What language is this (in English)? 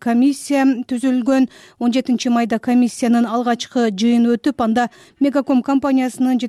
Kyrgyz